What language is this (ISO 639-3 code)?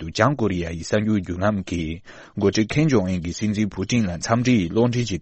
bod